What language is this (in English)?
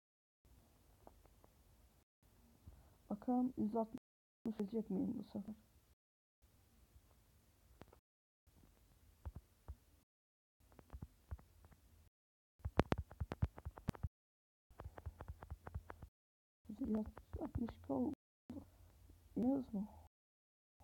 Turkish